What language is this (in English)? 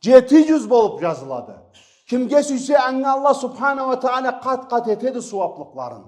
Karachay-Balkar